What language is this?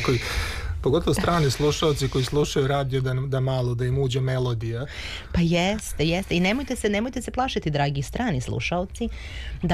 Serbian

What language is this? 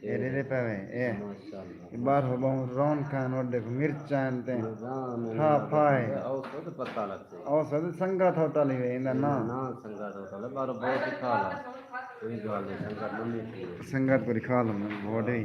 Saraiki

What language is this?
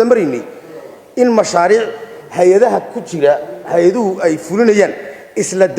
Somali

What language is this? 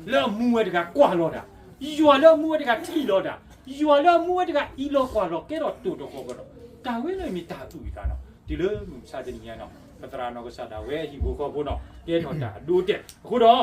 S'gaw Karen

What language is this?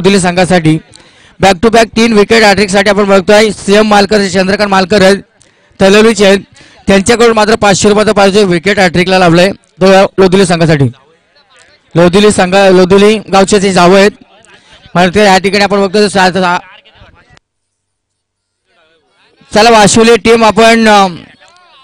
Marathi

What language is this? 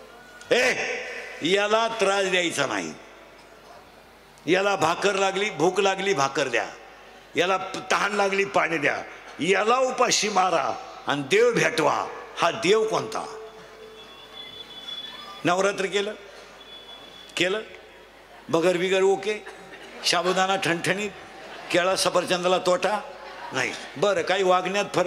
Marathi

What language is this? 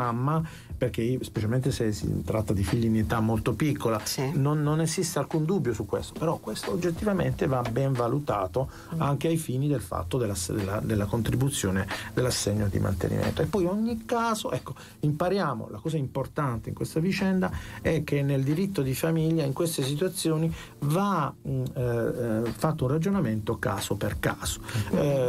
Italian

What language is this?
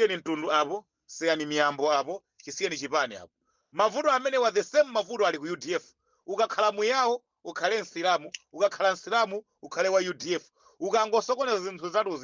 Nyanja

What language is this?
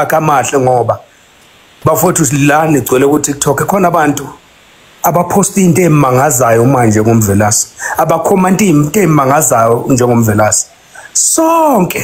Zulu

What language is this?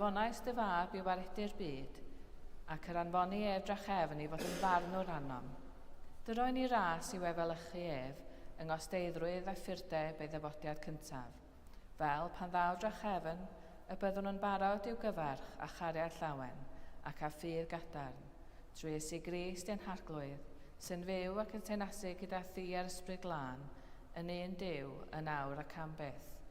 Welsh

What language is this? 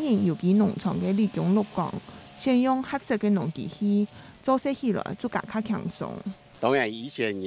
Hakka Chinese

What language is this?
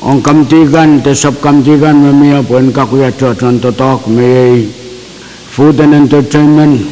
Pohnpeian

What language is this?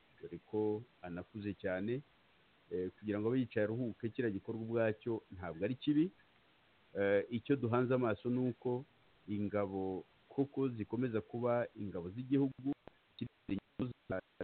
Kinyarwanda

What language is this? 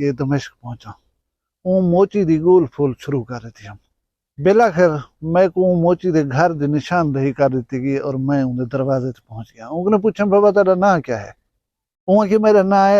Saraiki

